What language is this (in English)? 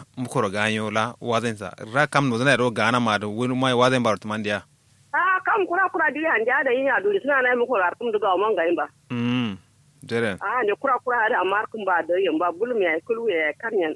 Kanuri